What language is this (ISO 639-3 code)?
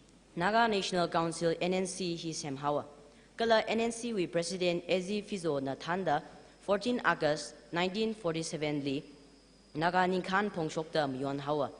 nmf